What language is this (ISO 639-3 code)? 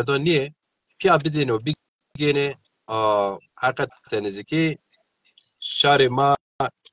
zza